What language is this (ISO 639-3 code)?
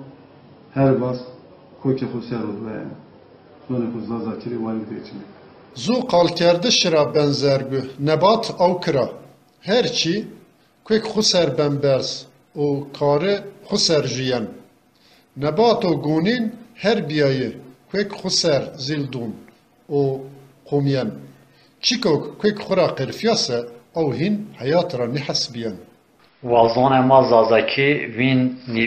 zza